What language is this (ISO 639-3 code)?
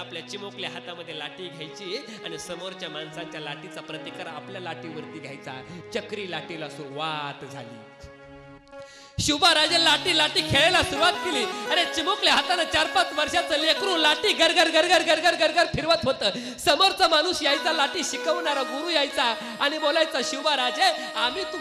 mar